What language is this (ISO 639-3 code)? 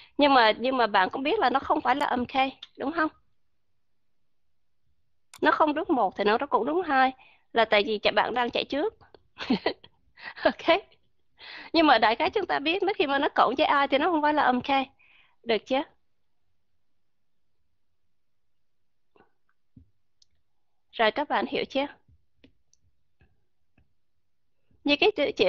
vie